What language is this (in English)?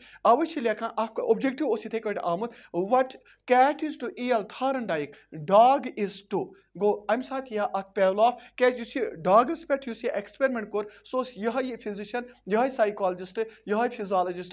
Kashmiri